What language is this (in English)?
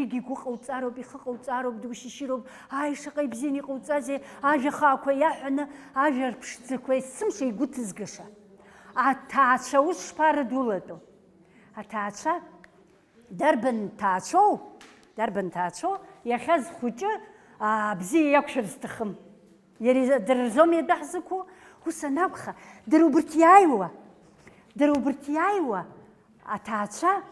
Abkhazian